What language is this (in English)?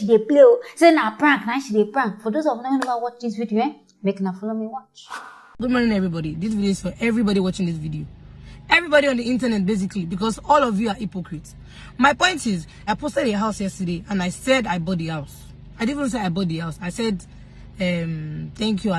Nigerian Pidgin